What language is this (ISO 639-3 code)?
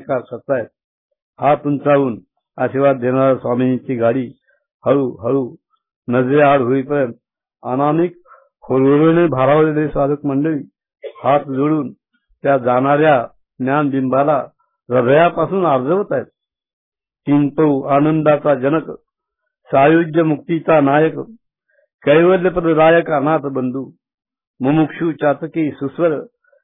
mar